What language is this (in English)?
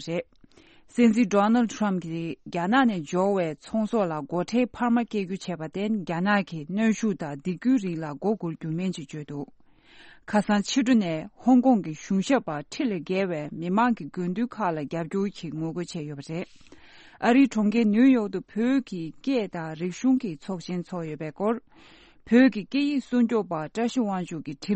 Tibetan